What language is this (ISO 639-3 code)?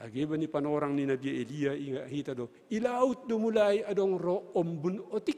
bts